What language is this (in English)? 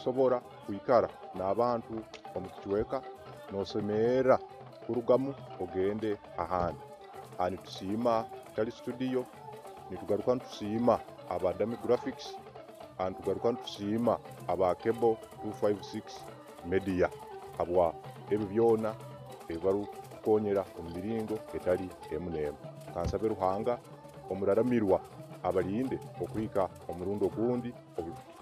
Nyoro